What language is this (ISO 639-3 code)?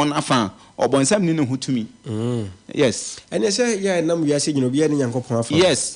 aka